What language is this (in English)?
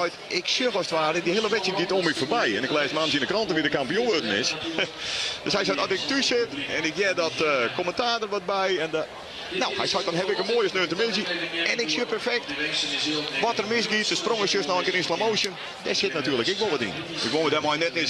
Western Frisian